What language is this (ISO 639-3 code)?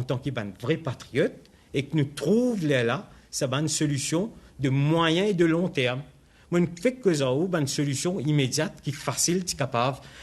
mfe